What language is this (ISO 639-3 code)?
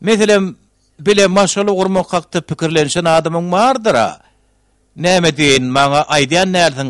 tuk